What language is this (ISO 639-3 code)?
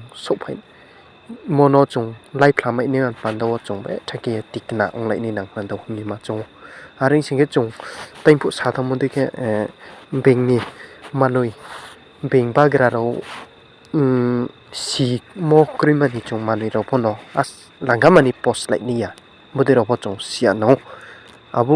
ria